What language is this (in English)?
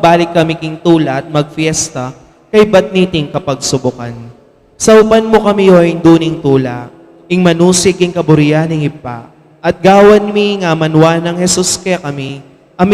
Pampanga